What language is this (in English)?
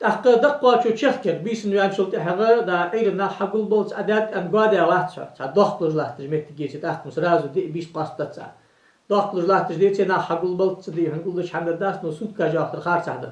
Ingush